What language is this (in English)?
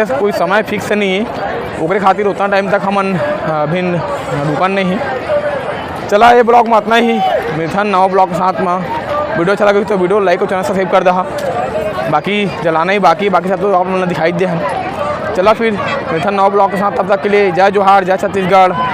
Chhattisgarhi